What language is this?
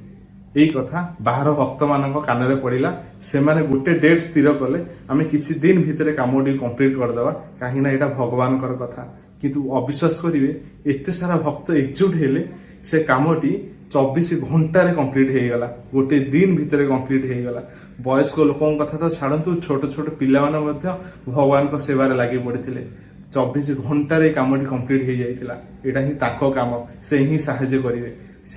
Odia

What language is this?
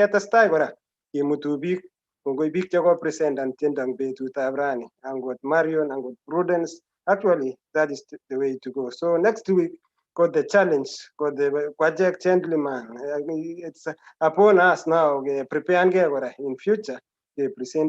Kalenjin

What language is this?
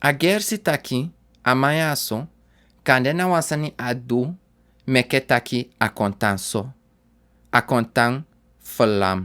Sranan Tongo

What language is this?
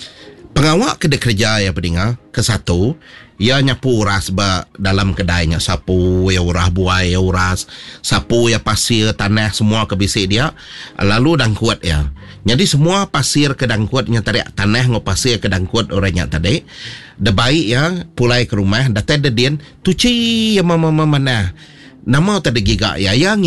Iban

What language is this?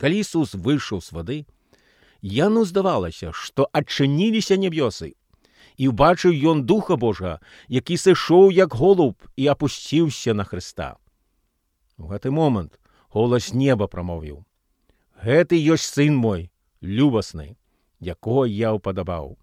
Belarusian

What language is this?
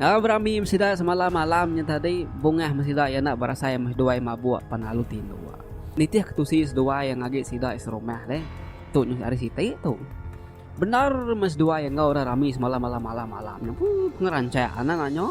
Iban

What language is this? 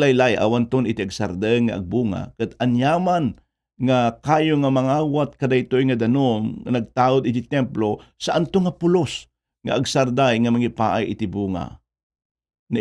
Iloko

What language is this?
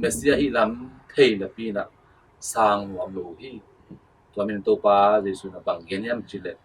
Tedim Chin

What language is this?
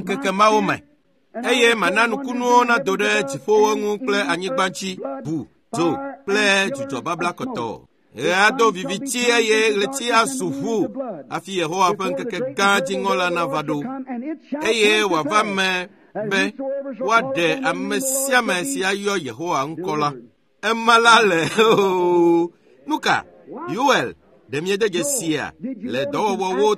Ewe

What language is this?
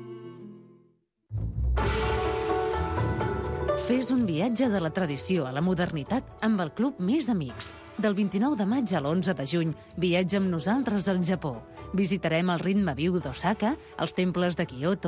Catalan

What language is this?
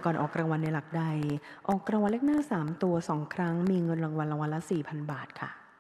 Thai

